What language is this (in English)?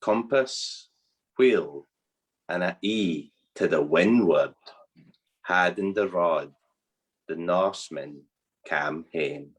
Scots